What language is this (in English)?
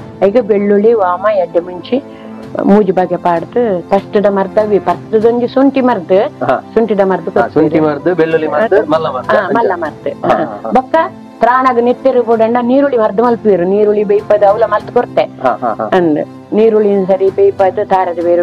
Tulu